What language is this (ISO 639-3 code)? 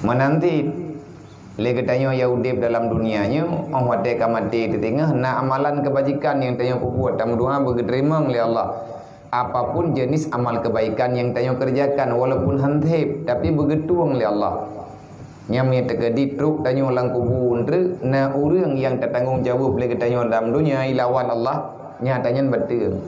ace